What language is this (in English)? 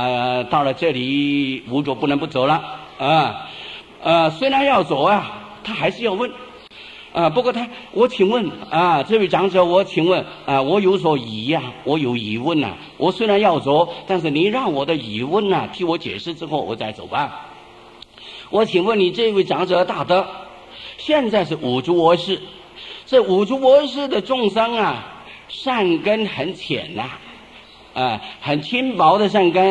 Chinese